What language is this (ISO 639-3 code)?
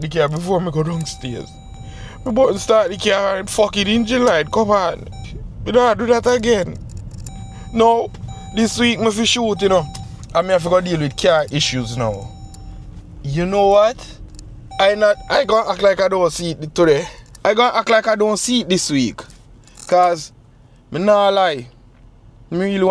jam